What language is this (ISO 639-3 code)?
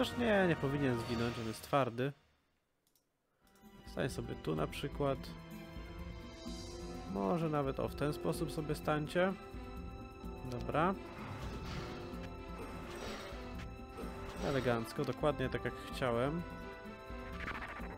pol